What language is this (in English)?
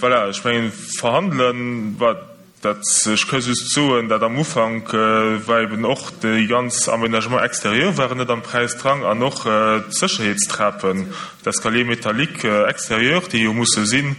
Luxembourgish